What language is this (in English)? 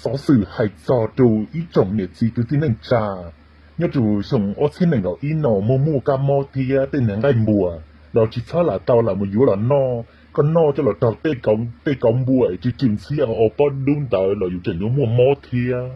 Hmong